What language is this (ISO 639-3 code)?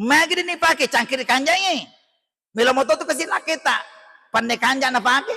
bug